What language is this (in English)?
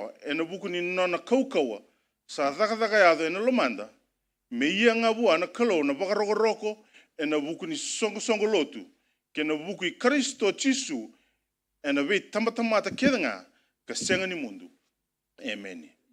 Fijian